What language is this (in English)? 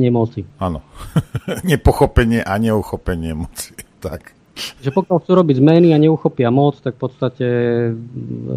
Slovak